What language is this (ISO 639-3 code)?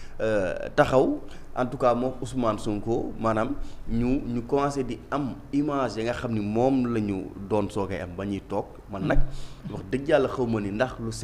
wol